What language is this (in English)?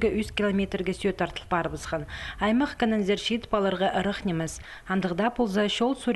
Khakas